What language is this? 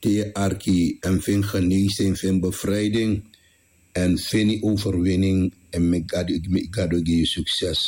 Sranan Tongo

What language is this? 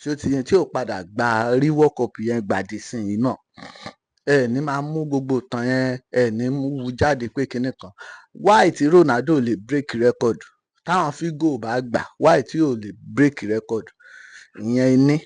Yoruba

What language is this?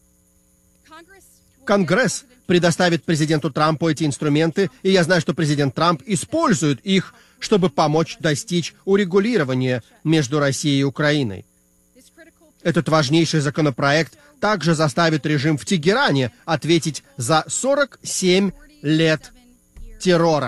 Russian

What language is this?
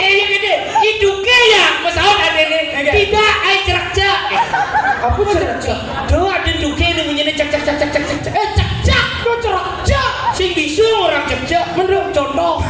Balinese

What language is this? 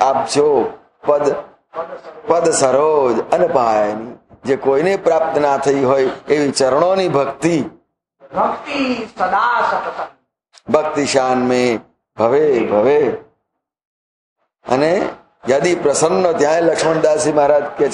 Gujarati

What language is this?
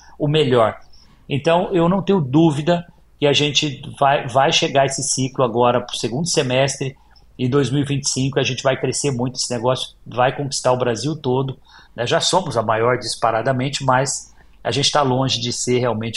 Portuguese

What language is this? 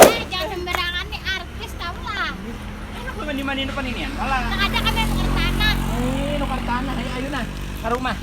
Banjar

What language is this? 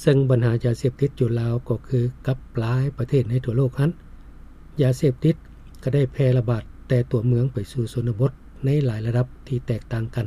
Lao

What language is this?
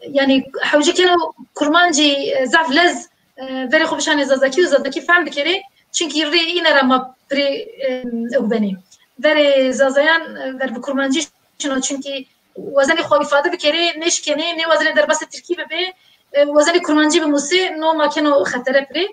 Zaza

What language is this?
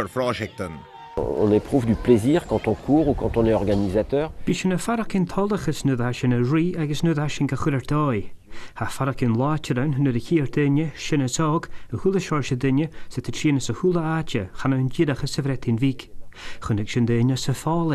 Scottish Gaelic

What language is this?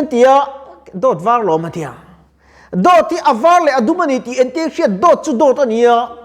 Mizo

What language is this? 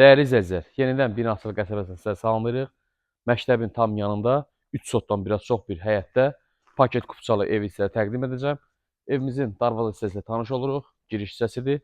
Azerbaijani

